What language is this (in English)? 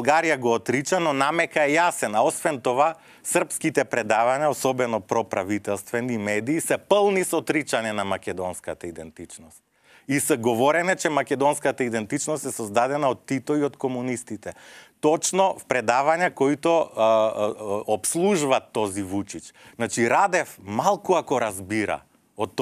Macedonian